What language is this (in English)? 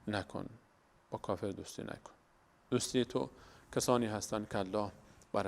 Persian